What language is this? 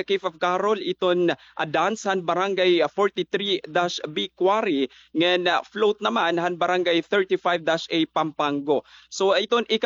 Waray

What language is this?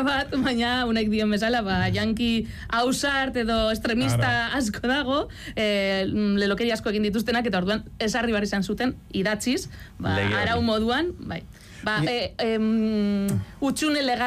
Basque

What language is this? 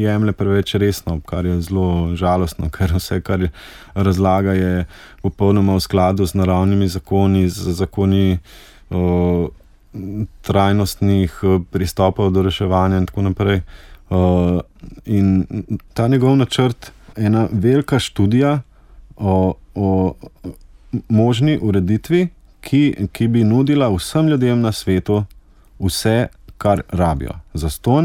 Slovenian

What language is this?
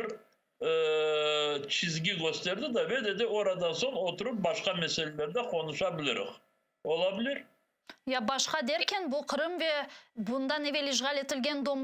Crimean Tatar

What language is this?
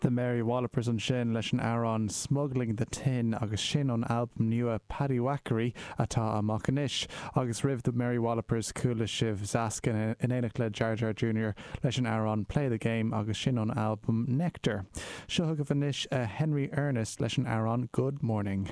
Irish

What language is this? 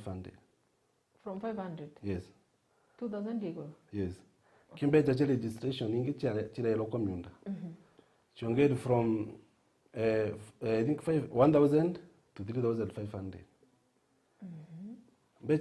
Meru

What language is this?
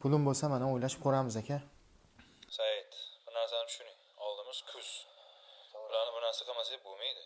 Uzbek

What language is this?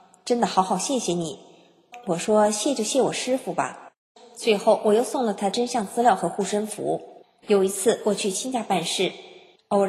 Chinese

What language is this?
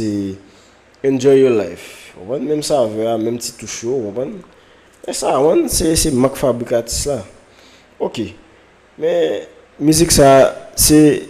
Haitian Creole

